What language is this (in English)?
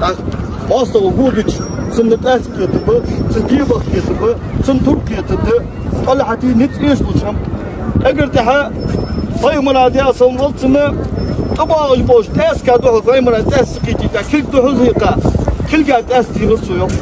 Ingush